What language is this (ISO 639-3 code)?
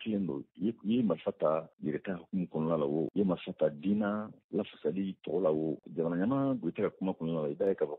bam